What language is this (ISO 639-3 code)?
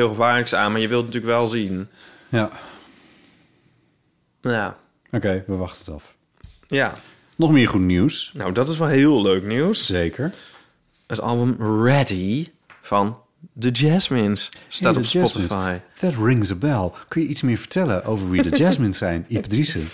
nld